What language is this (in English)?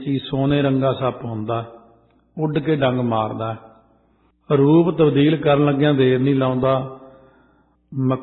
Punjabi